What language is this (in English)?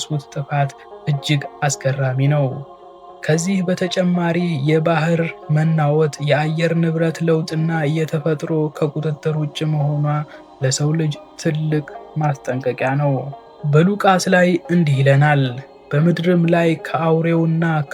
Amharic